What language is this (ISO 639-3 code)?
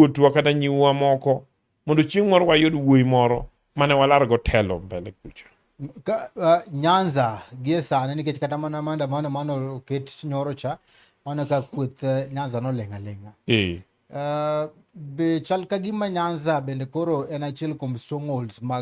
luo